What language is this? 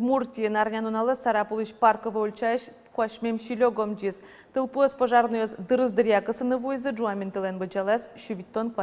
Udmurt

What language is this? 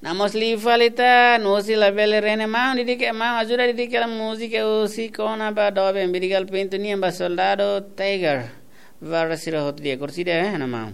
Tetum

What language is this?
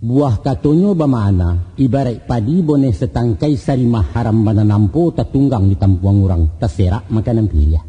Minangkabau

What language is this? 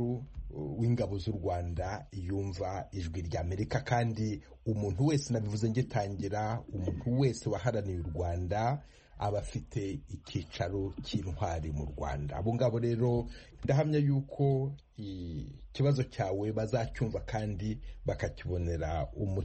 Kinyarwanda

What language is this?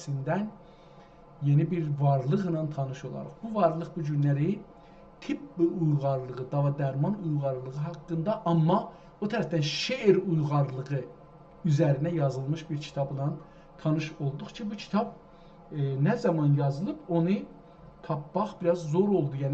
South Azerbaijani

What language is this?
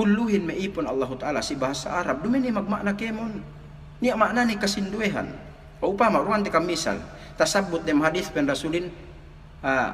Yakan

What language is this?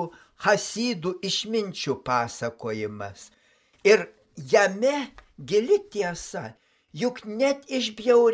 Lithuanian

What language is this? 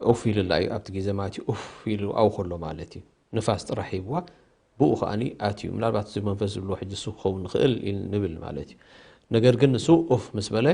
Tigrinya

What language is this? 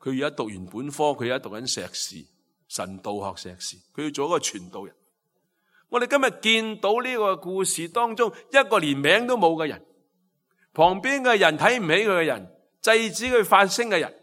Cantonese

